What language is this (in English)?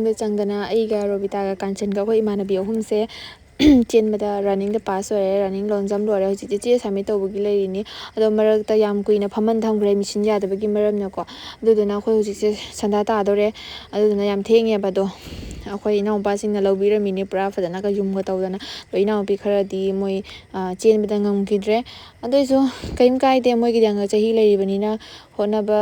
Manipuri